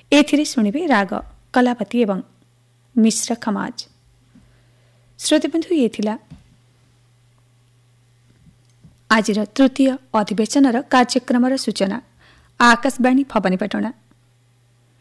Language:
Odia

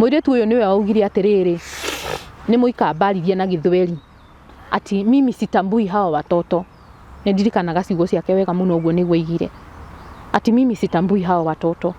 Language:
Kikuyu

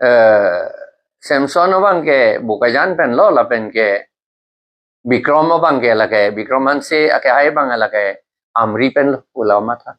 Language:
Karbi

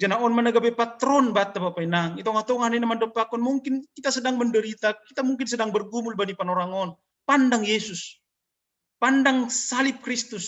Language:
Batak Simalungun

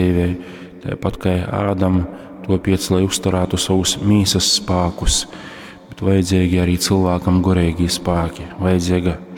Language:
Latgalian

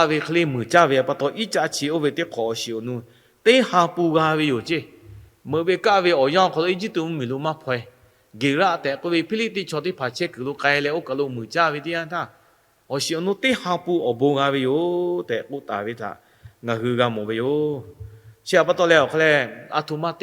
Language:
Lahu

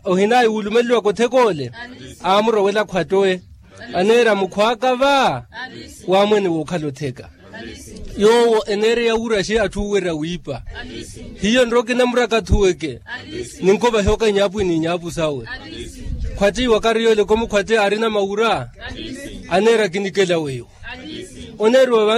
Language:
Makhuwa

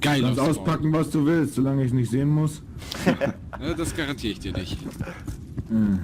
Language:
Swiss German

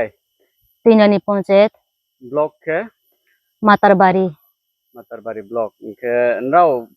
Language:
Riang (India)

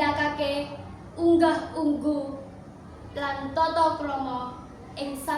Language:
Javanese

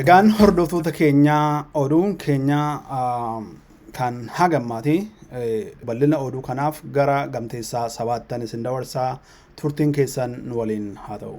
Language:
Oromo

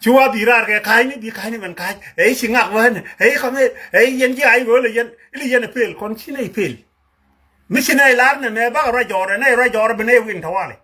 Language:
Nuer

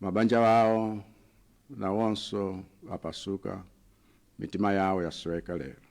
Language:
Nyanja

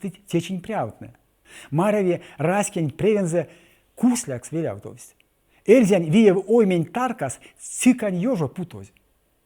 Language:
Erzya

